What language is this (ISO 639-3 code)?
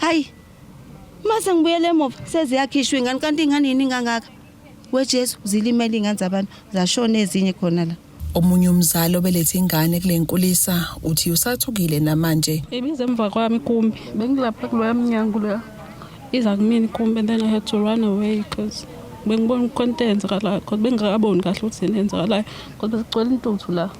zul